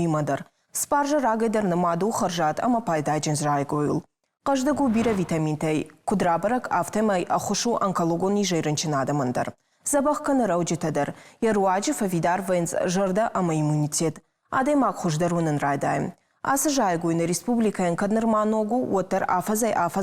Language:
Ossetic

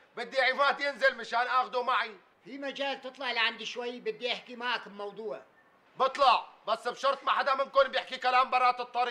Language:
North Levantine Arabic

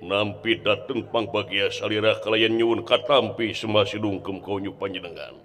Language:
Sundanese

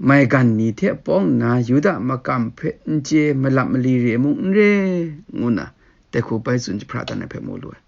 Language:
Kachin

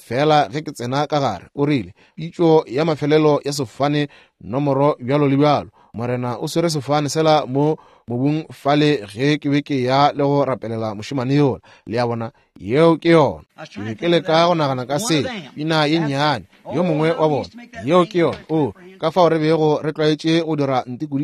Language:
Northern Sotho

